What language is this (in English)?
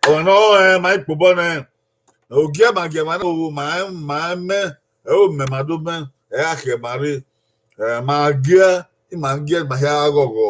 Bini